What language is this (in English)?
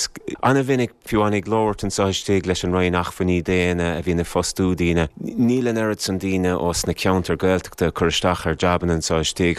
Irish